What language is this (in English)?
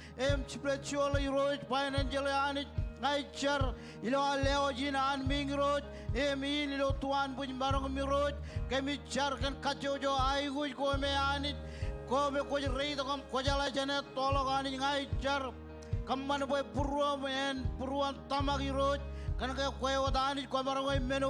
Marshallese